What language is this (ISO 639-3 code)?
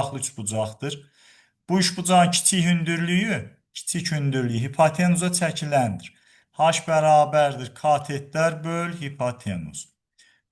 aze